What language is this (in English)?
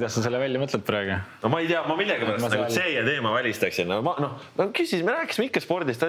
Estonian